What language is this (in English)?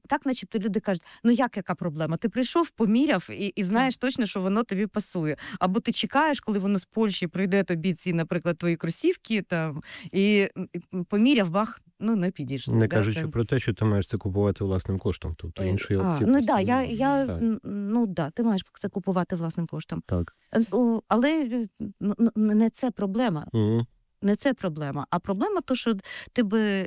Ukrainian